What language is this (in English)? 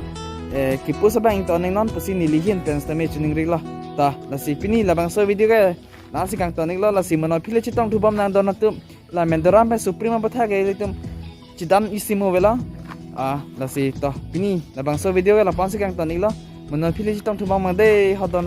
Karbi